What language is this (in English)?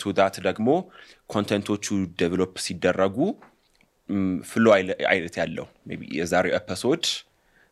Amharic